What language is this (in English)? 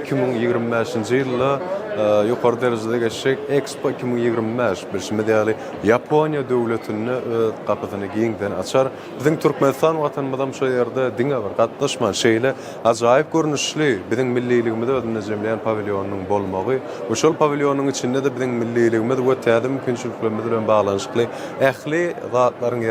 Turkmen